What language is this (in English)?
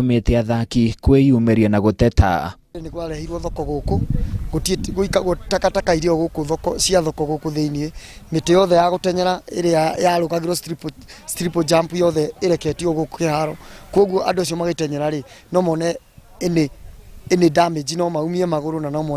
Kikuyu